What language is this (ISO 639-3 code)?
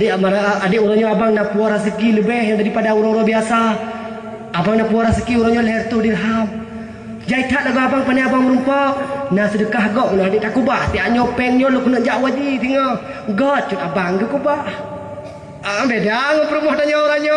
ace